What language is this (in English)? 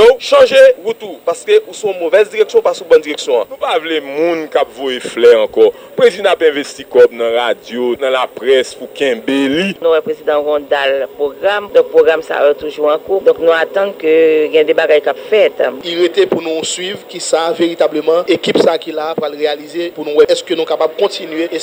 Haitian Creole